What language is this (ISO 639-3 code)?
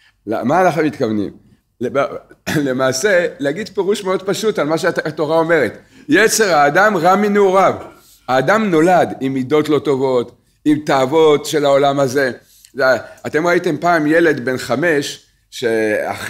heb